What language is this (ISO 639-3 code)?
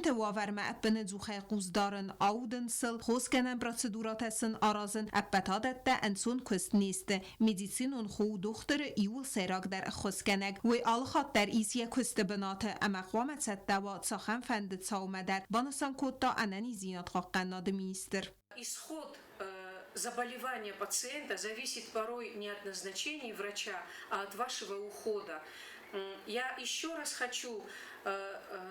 oss